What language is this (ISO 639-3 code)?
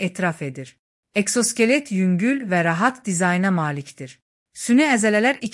aze